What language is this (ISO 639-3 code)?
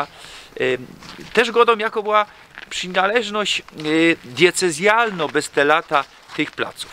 szl